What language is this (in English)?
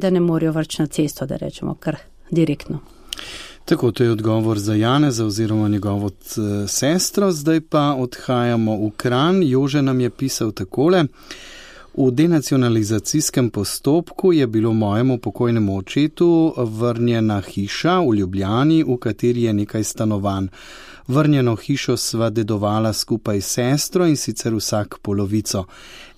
Slovenian